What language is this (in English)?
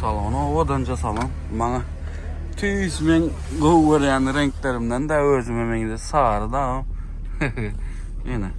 Turkmen